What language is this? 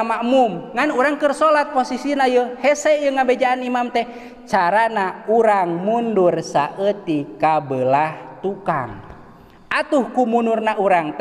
Sundanese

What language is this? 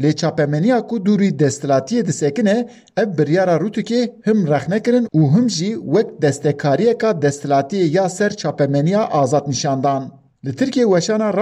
Kurdish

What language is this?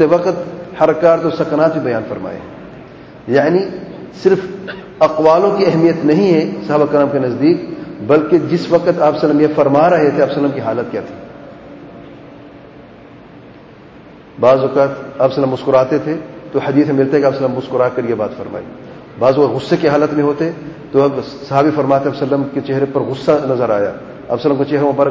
Urdu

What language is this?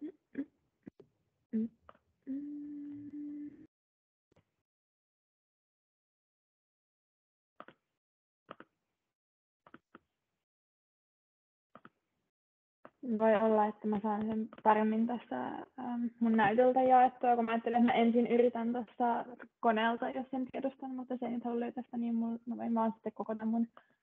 Finnish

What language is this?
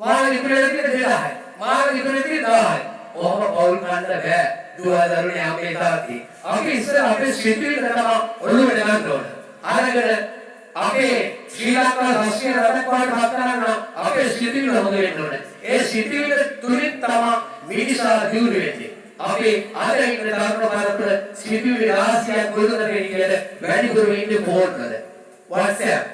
Sinhala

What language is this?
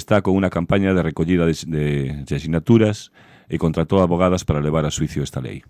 Galician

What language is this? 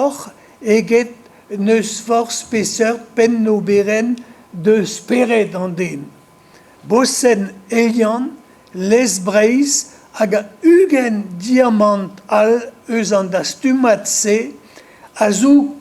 Breton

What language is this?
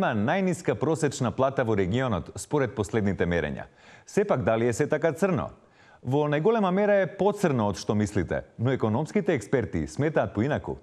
Macedonian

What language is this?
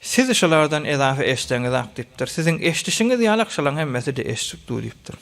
Turkmen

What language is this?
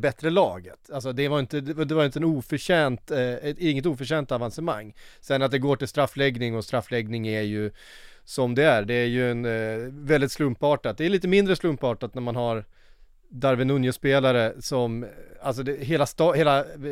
Swedish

